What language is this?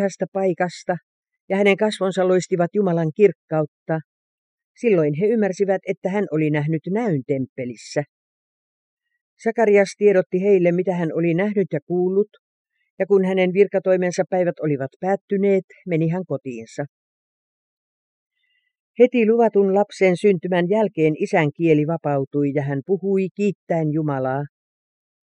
Finnish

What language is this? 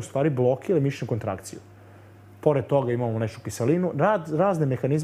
Serbian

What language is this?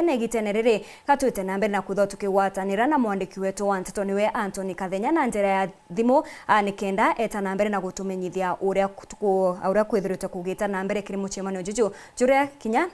Meru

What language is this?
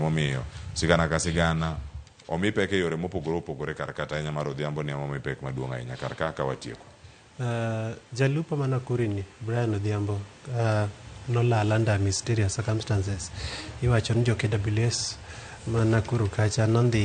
Luo (Kenya and Tanzania)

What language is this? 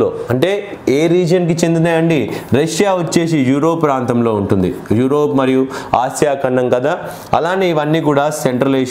Telugu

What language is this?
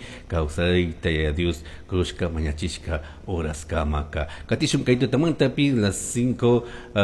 Chimborazo Highland Quichua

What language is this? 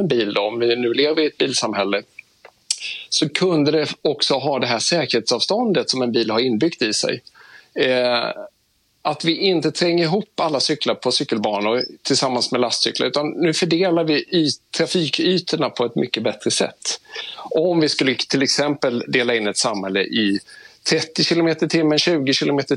Swedish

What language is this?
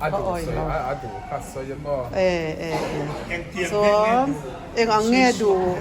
Mizo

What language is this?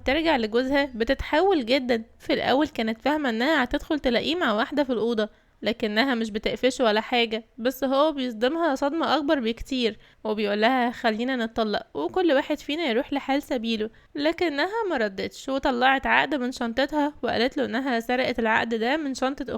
Egyptian Arabic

